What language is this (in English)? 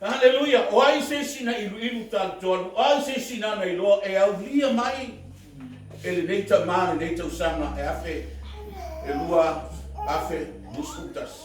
Samoan